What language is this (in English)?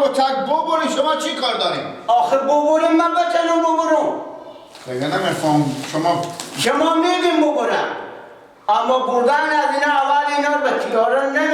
Persian